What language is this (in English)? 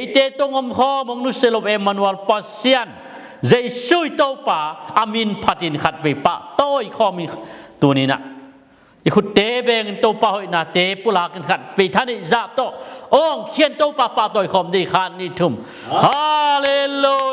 Tedim Chin